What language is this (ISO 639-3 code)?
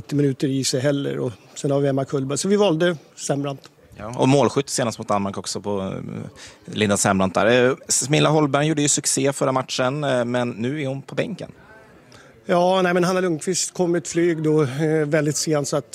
swe